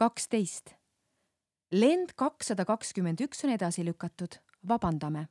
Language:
Estonian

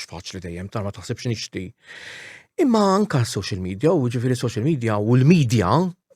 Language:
Maltese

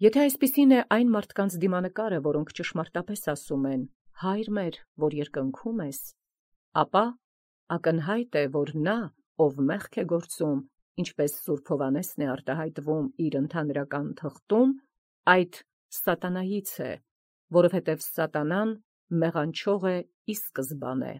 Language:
Armenian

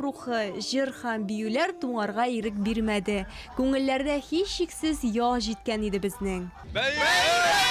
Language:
Tatar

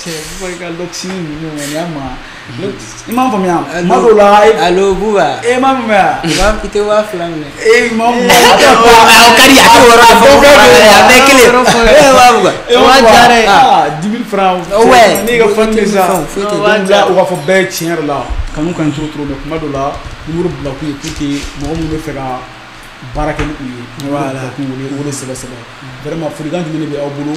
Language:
Bambara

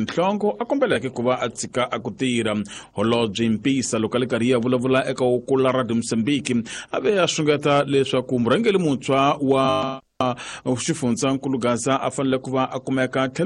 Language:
Tsonga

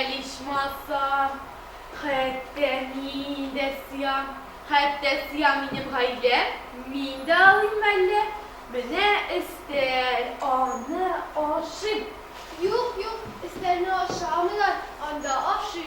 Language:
Tatar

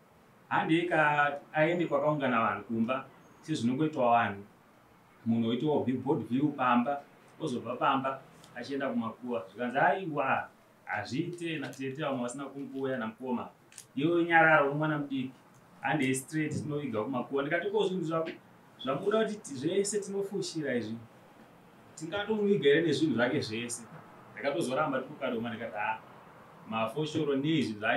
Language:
Shona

